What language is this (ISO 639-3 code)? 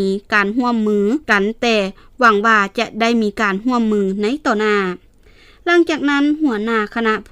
lao